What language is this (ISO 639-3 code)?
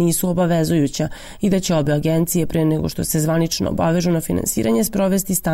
srp